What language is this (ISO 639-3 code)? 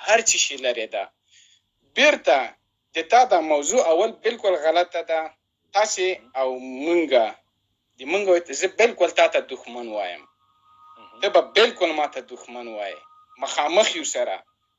pus